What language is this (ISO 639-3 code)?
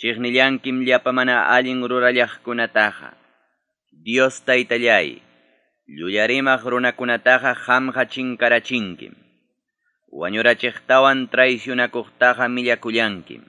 quy